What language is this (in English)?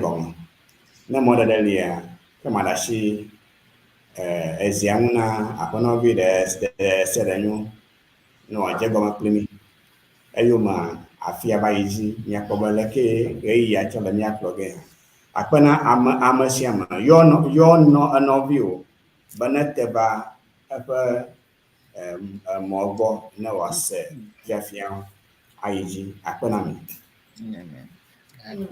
Ewe